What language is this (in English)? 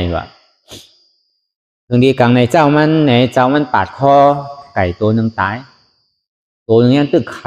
Shan